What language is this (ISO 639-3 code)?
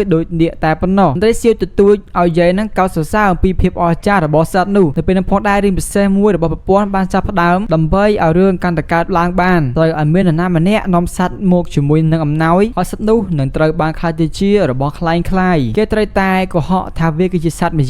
khm